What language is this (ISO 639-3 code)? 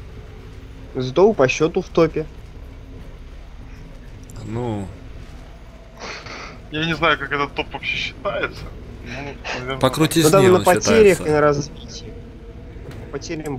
rus